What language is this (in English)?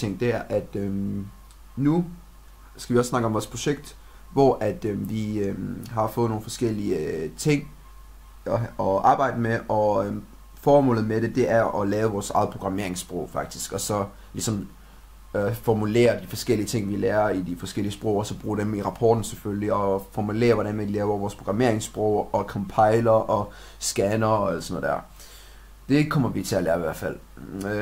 Danish